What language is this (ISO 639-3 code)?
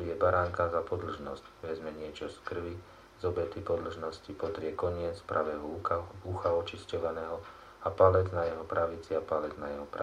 slk